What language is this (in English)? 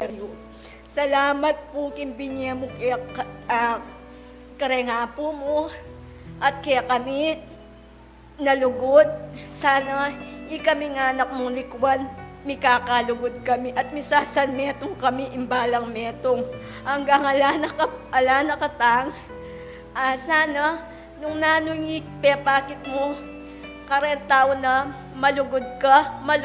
Pampanga